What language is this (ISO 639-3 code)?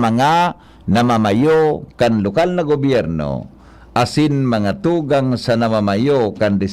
bik